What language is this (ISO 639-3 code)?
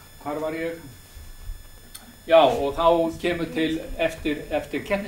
isl